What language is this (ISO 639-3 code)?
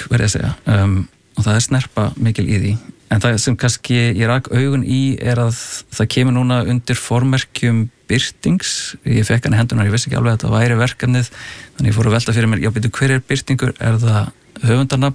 isl